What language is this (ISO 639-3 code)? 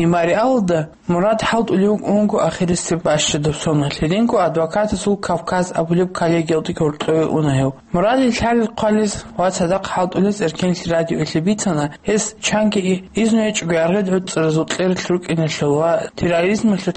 ava